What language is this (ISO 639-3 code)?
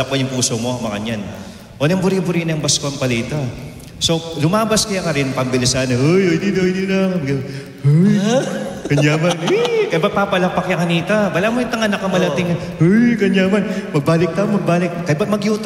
pam